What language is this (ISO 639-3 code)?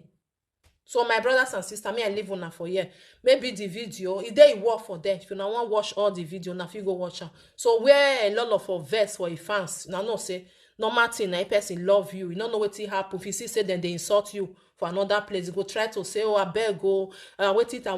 pcm